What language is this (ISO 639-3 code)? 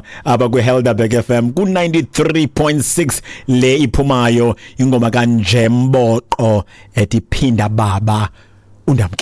xho